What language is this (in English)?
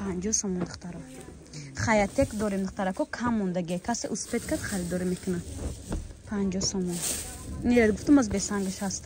Tajik